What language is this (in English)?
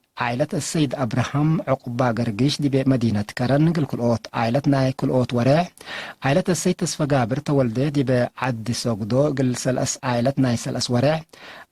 Tigre